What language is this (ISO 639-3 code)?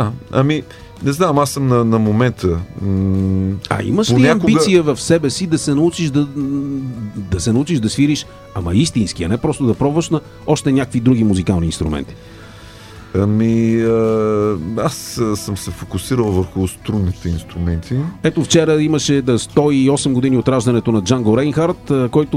bul